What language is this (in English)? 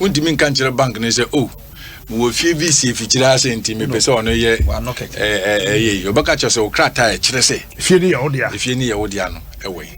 Akan